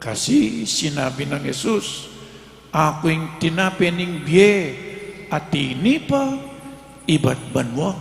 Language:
Pampanga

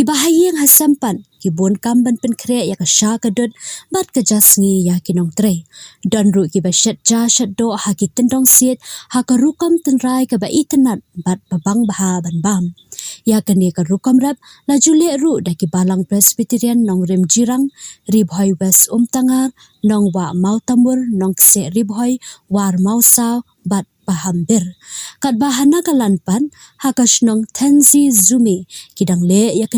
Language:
Khasi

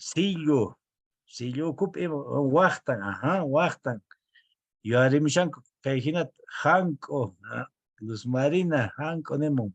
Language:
Quechua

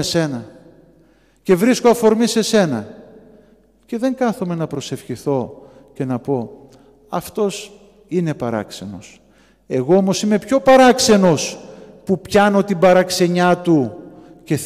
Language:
Greek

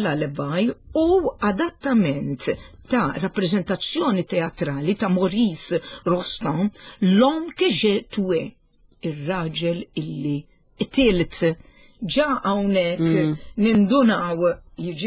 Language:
Maltese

